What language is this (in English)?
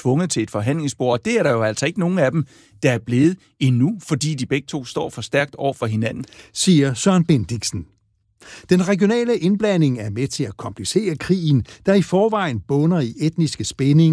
Danish